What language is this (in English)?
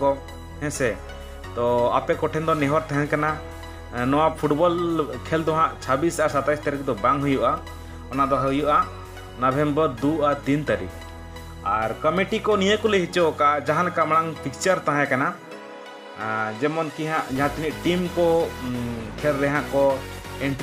Santali